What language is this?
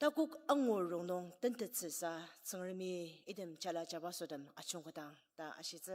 Ao Naga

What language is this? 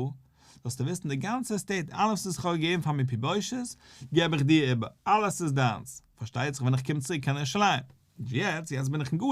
Yiddish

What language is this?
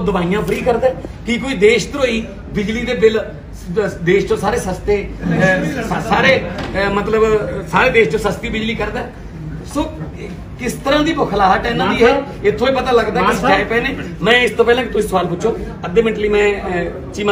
Punjabi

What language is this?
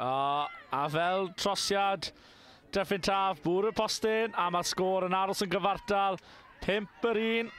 Welsh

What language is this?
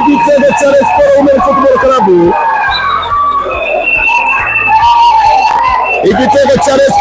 Kinyarwanda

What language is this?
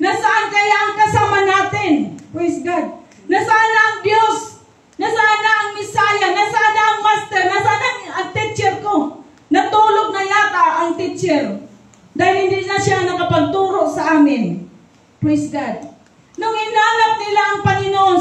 Filipino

